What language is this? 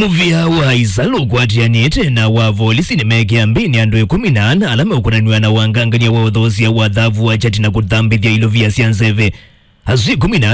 Kamba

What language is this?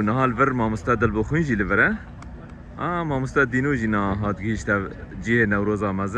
Kurdish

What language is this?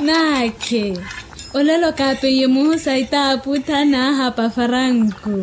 Makhuwa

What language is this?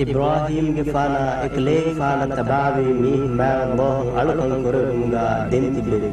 Divehi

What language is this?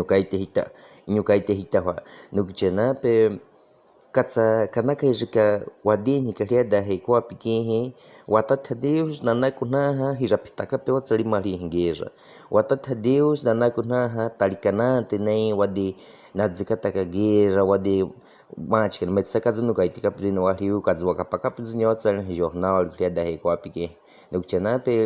Baniwa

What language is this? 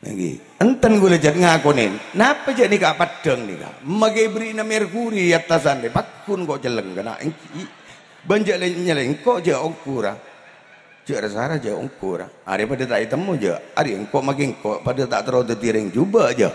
Madurese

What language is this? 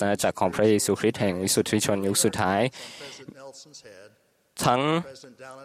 Thai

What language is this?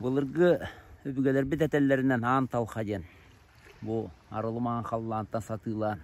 Yakut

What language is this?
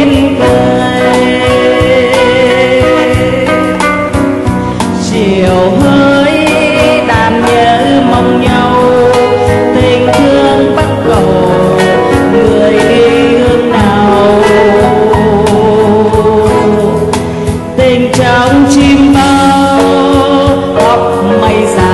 Vietnamese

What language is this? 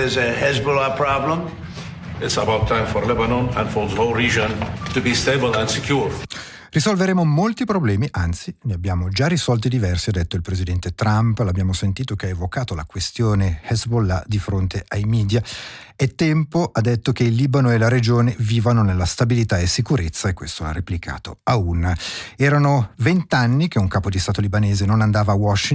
Italian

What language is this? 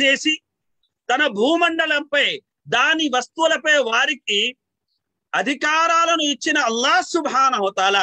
Telugu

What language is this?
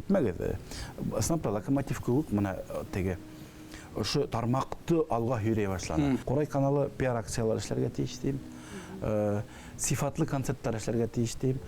Bashkir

